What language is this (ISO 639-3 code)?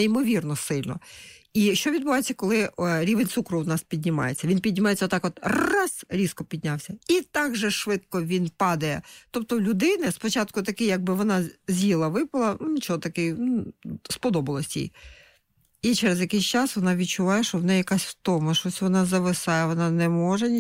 ukr